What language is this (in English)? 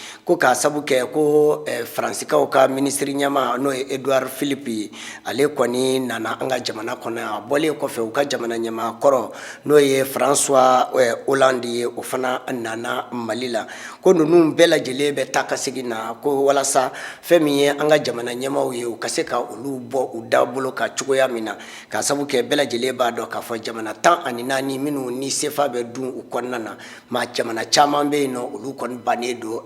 Bambara